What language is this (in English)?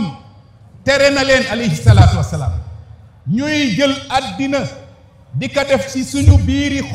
Wolof